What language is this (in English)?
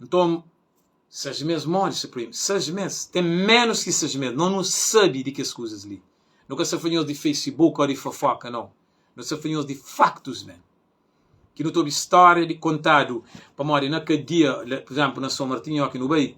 Kabuverdianu